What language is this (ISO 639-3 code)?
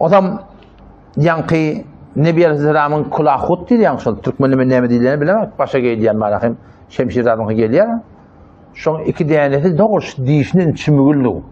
tuk